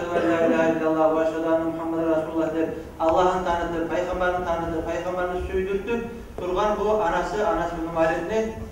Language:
Kumyk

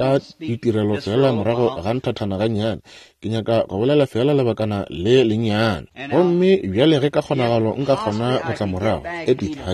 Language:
Northern Sotho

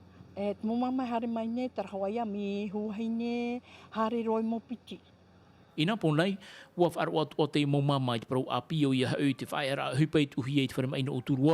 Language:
Tahitian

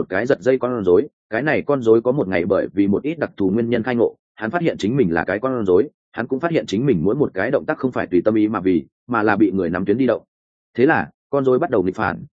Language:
Vietnamese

